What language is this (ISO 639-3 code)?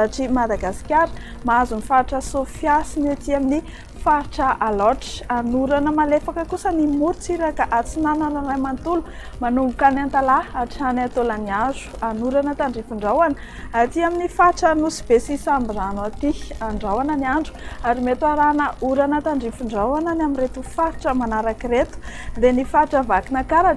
mlg